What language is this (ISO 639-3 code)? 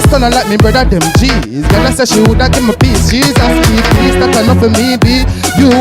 jam